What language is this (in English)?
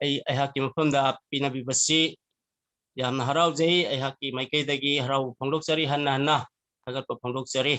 Manipuri